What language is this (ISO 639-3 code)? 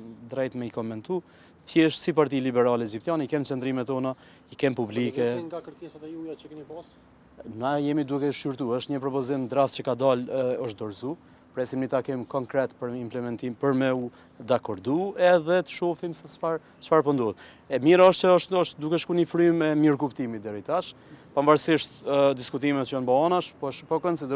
sqi